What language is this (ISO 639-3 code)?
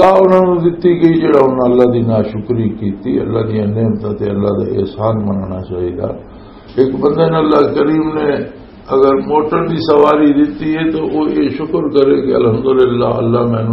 lah